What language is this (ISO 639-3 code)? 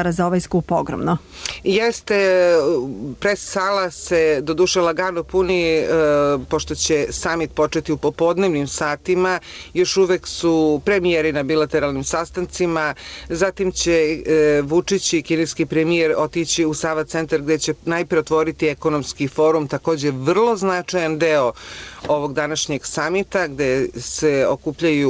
srp